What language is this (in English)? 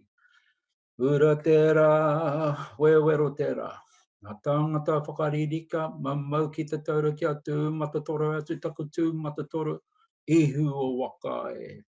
Māori